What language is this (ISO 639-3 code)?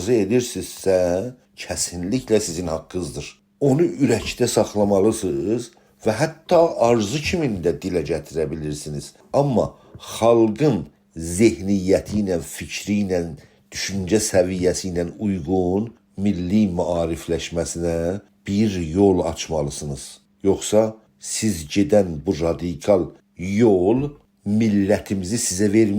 azb